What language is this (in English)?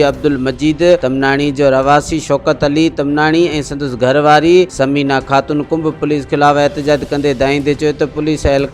Sindhi